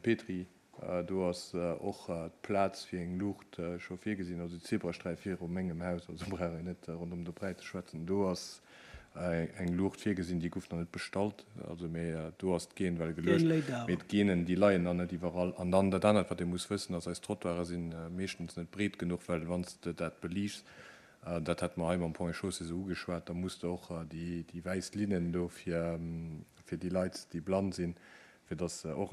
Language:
Luxembourgish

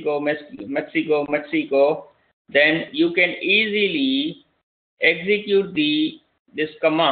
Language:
English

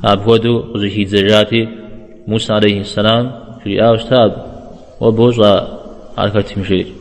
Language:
Kabardian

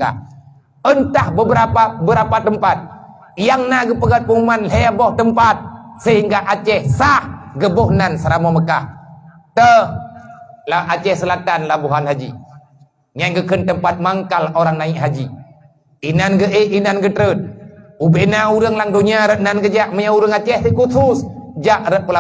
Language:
Achinese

